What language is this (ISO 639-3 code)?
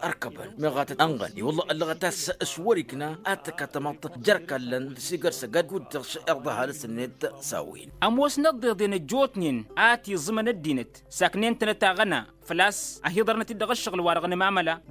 taq